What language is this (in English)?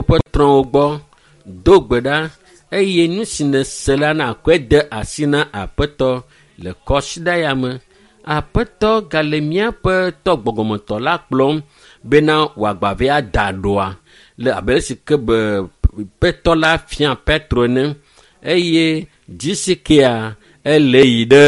Ewe